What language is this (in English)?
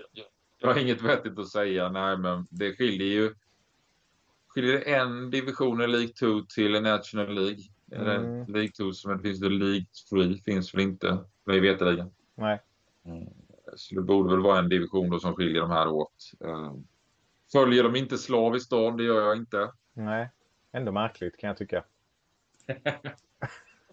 Swedish